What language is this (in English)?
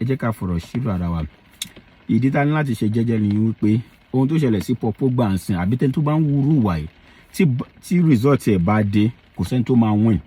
Yoruba